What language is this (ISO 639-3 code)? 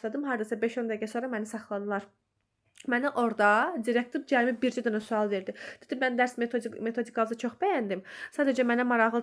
aze